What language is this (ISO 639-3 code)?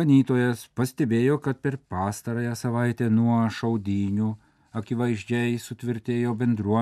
lit